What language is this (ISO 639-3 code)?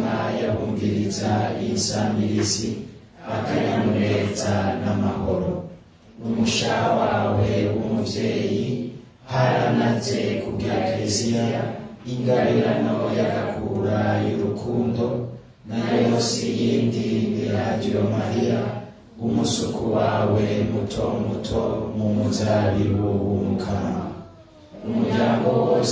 run